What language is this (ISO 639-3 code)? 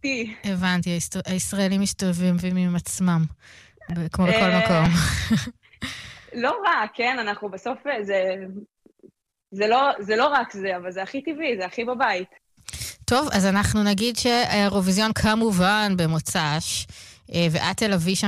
heb